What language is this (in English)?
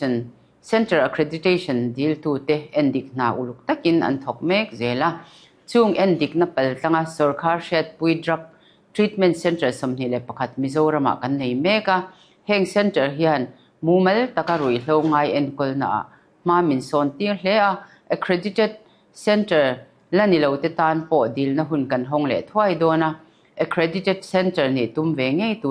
Mizo